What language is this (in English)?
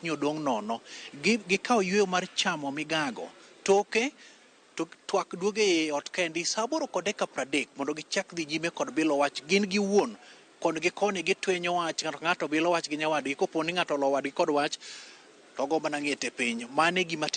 Luo (Kenya and Tanzania)